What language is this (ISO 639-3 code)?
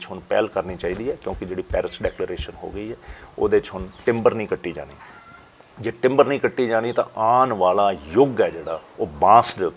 pan